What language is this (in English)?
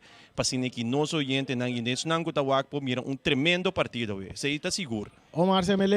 Papiamento